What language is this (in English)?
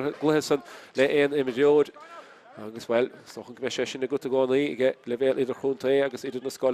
Irish